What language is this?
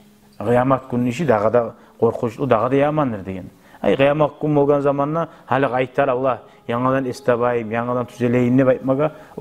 Kumyk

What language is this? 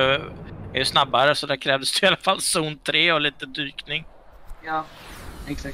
Swedish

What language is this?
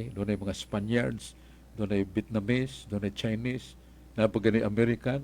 Cebuano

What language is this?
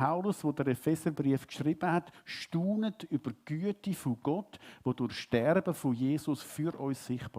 Swiss German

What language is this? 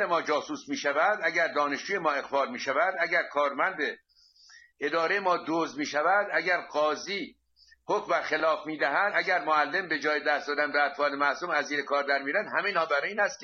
Persian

